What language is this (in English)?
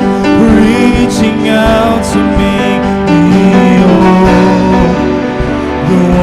Waray